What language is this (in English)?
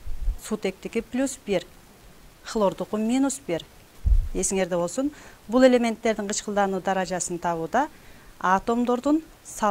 Kyrgyz